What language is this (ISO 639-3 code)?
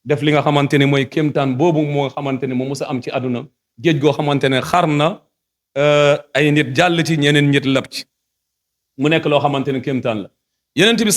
wol